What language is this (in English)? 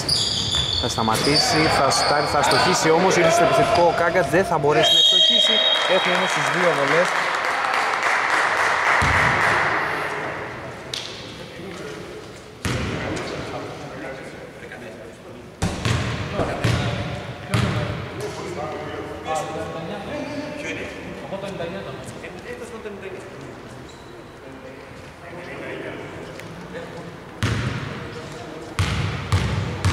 Greek